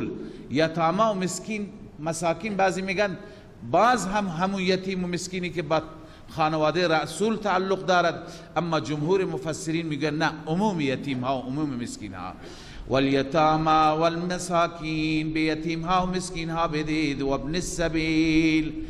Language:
Persian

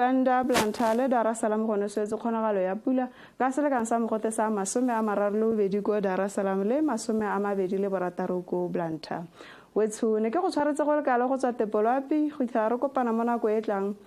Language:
Tswana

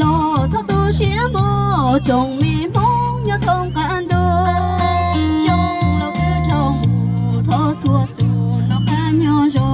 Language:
Hmong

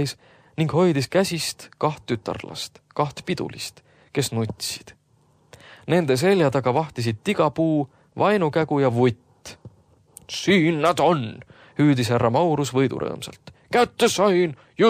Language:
Estonian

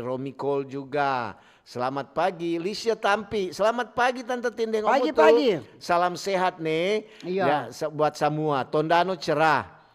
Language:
Manado Malay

